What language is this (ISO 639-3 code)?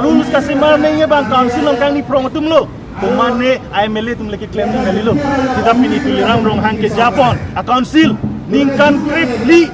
mjw